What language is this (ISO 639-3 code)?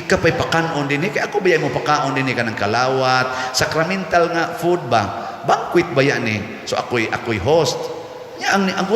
ceb